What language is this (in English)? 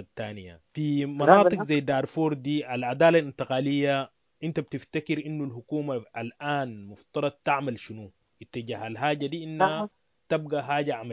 Sudanese Arabic